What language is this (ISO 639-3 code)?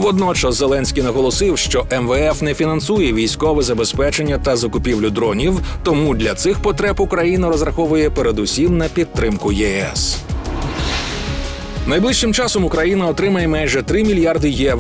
ukr